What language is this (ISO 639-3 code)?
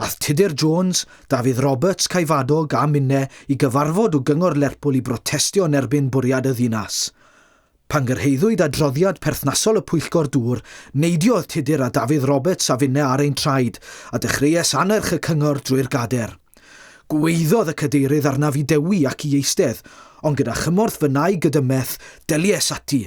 cym